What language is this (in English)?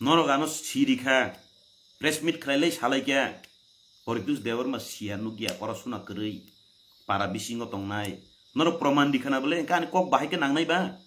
Kok Borok